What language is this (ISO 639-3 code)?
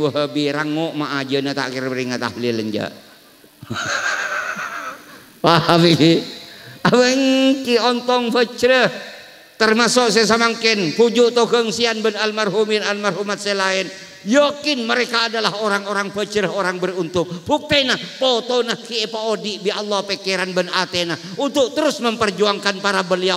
mad